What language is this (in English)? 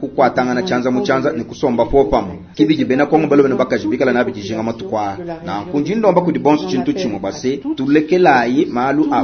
Luba-Lulua